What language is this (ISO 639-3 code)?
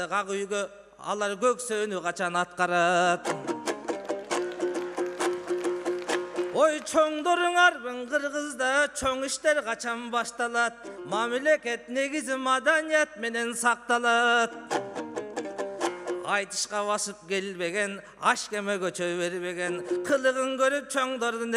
kir